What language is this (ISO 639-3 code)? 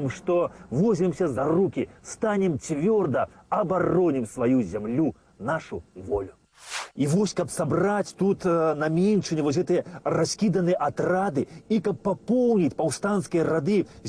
bel